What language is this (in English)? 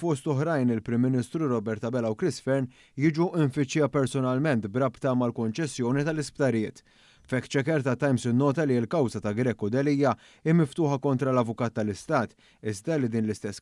Maltese